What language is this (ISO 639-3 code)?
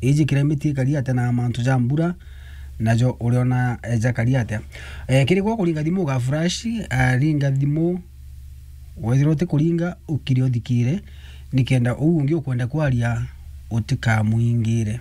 mer